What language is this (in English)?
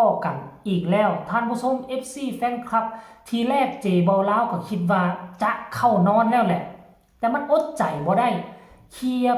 Northeastern Thai